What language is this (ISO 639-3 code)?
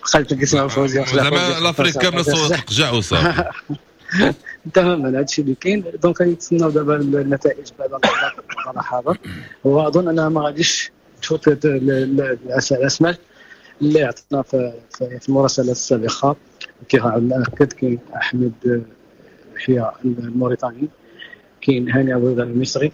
ary